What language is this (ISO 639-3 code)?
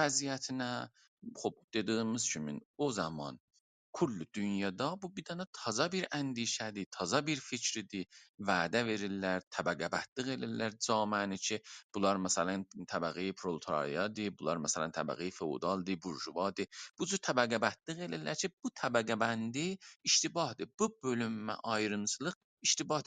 azb